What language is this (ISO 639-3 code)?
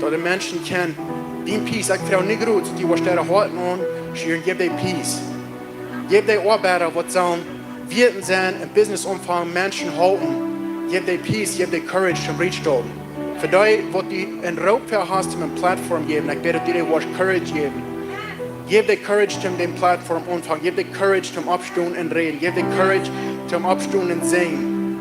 pdt